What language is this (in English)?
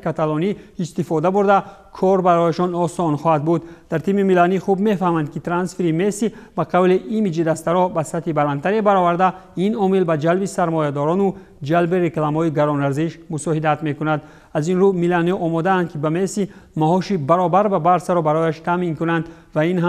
Tajik